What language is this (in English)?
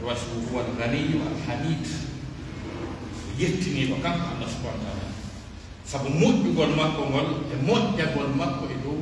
Pular